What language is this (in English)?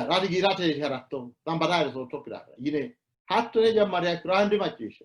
Sidamo